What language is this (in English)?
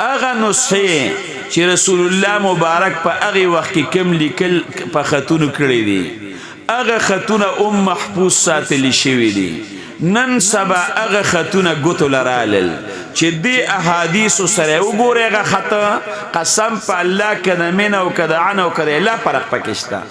Pashto